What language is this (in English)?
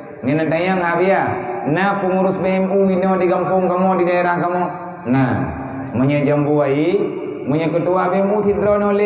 Achinese